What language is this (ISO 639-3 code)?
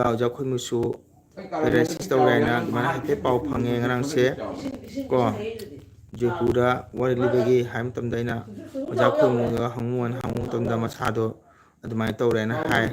mni